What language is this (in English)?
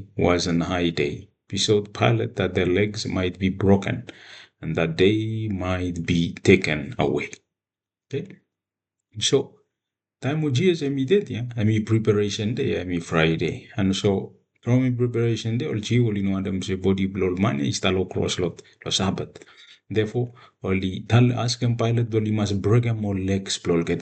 Bislama